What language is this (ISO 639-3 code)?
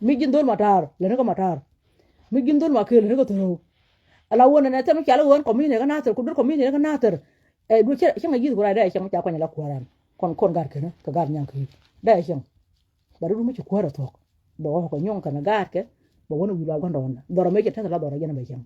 nus